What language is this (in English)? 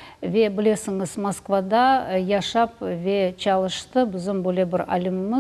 Crimean Tatar